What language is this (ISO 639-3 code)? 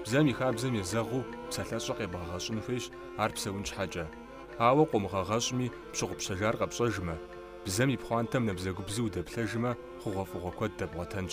kbd